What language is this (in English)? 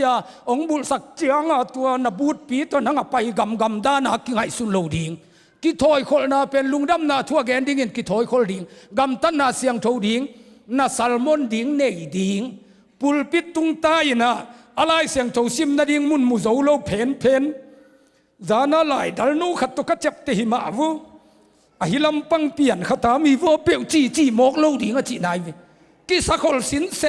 Tedim Chin